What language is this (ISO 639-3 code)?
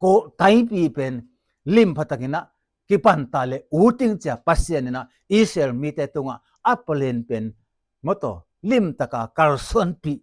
ctd